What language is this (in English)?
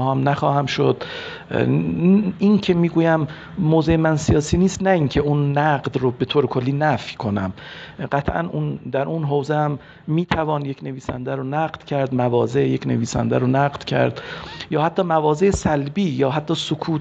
Persian